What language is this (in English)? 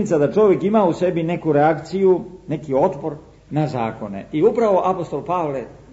Serbian